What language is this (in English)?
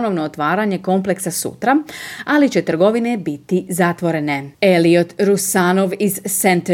Croatian